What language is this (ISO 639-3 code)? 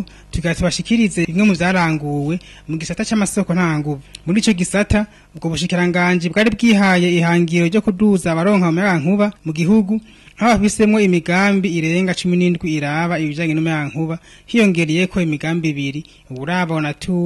run